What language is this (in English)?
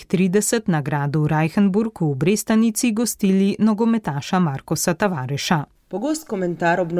Slovenian